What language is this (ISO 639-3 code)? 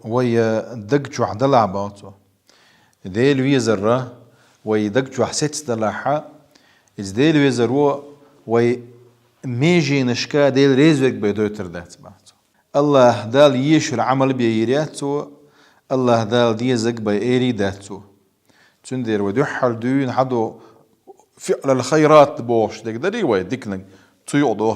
che